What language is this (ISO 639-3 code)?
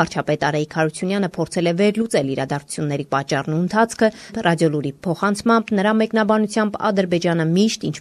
hye